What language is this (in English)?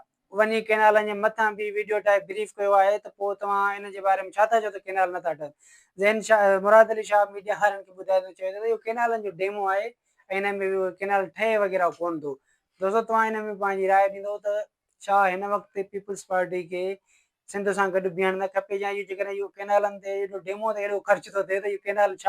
Sindhi